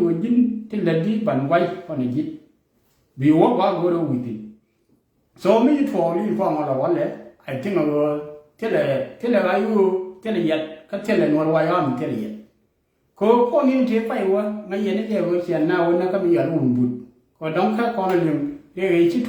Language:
Nuer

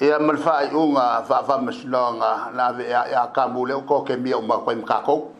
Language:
Samoan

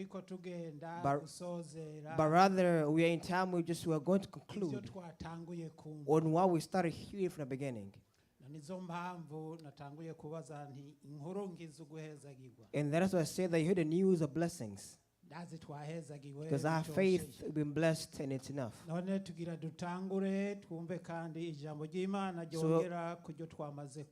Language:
Rundi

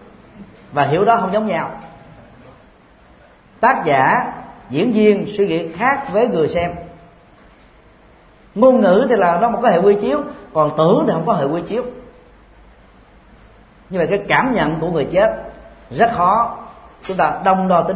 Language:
Vietnamese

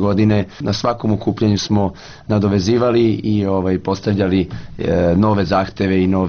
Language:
Serbian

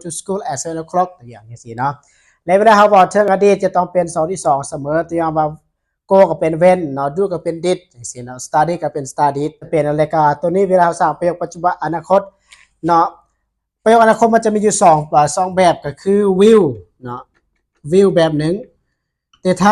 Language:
Lao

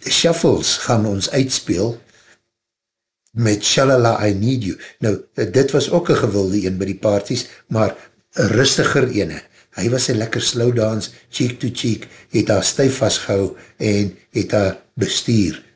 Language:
Afrikaans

